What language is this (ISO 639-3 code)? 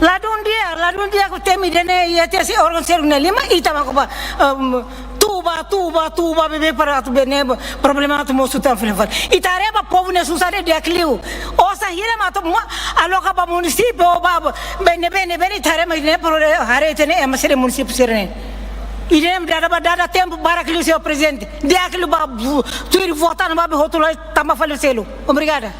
tet